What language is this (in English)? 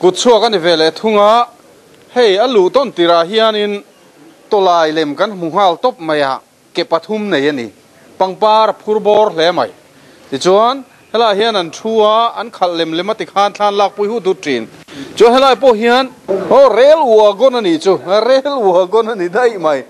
Mizo